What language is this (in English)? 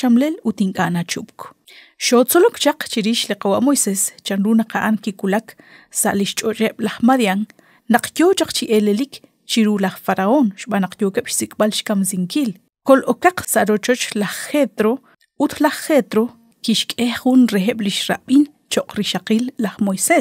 Kekchí